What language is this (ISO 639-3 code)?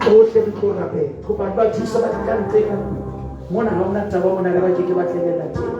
sot